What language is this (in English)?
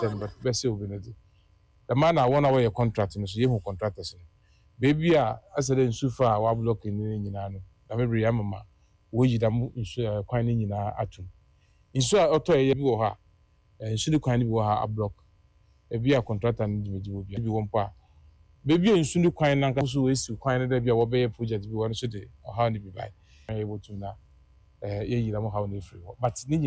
Akan